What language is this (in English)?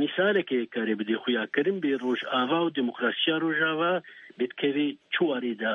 Kurdish